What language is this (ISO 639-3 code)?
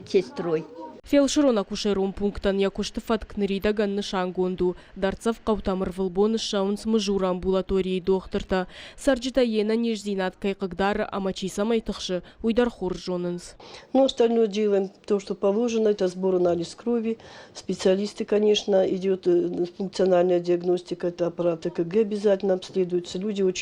oss